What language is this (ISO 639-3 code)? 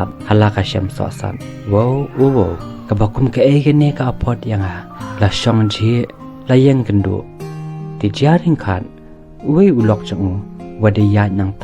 kha